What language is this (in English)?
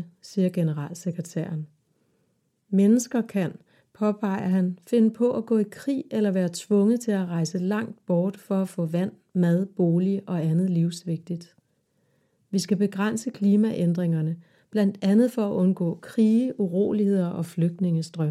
Danish